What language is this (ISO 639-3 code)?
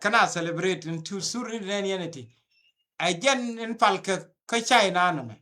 nus